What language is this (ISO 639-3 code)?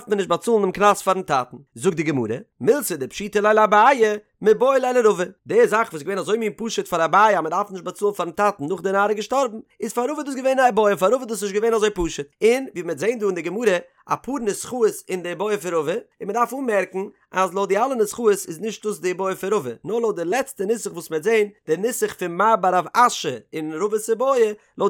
yid